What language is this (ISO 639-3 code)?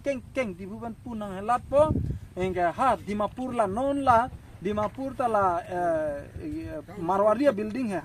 mjw